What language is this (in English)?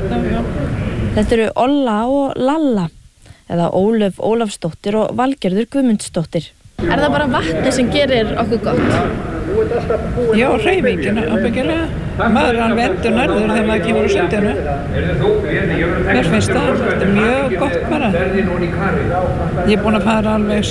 Icelandic